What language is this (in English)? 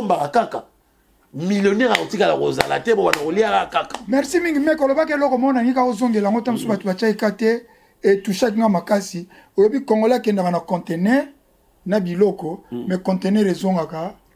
Lingala